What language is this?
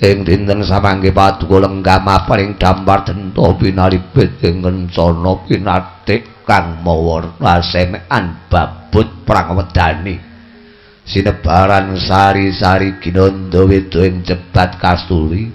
Javanese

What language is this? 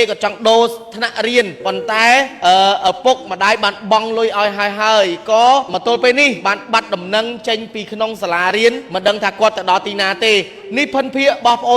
Khmer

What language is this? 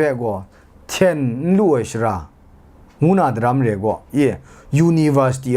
Kachin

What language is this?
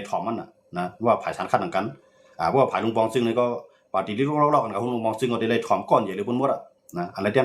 Shan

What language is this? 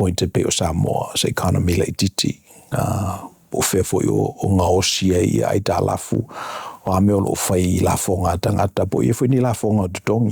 Samoan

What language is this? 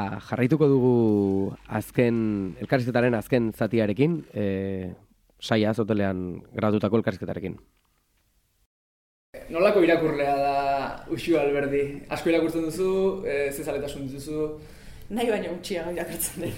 Basque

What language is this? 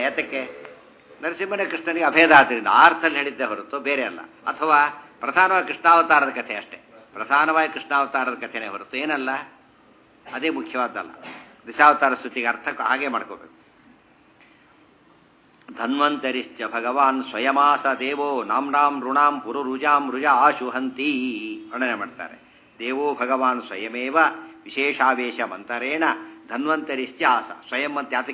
Kannada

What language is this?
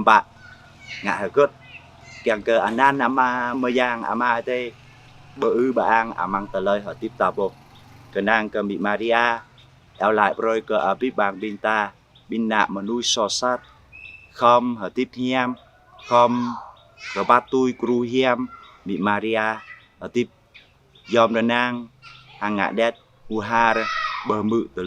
Jarai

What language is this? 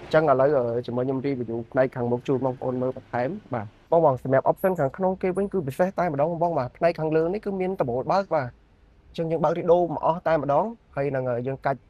Khmer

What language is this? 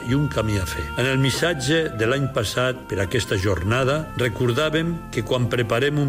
Catalan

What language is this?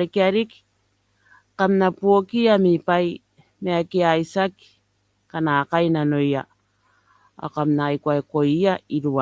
Gilbertese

